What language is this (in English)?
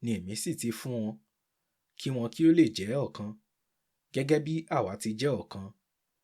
Yoruba